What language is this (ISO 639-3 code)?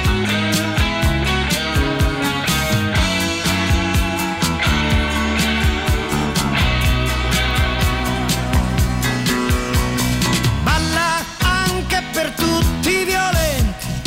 ita